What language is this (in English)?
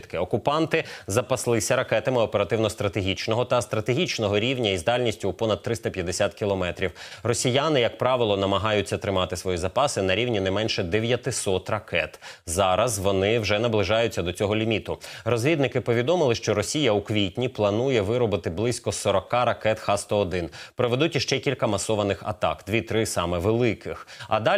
Ukrainian